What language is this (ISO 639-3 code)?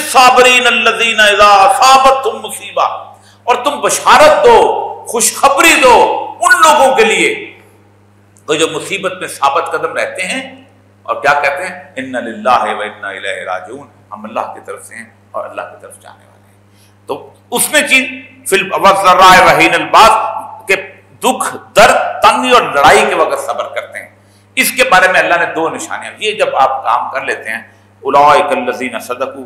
urd